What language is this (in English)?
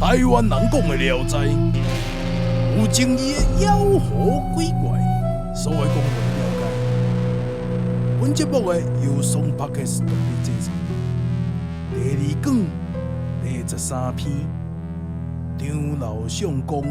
Min Nan Chinese